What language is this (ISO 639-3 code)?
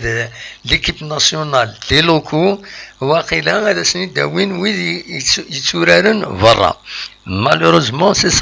kab